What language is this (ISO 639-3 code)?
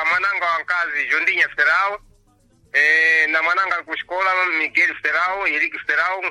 seh